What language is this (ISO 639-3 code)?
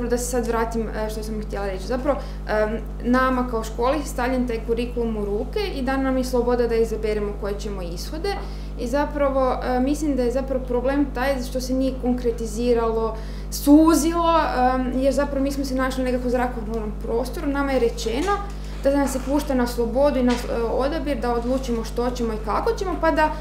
hrv